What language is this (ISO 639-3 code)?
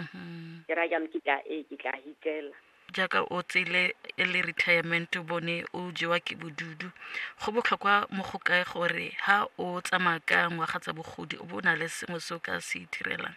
tsn